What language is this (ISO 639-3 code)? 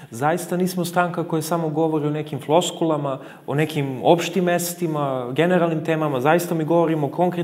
srp